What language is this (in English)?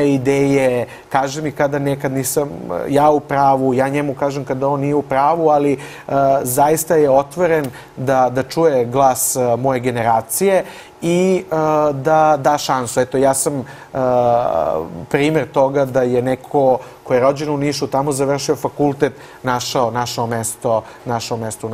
Serbian